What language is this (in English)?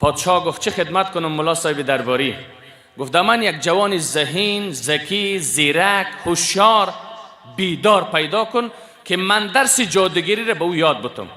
Persian